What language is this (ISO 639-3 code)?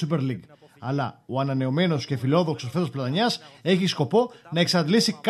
ell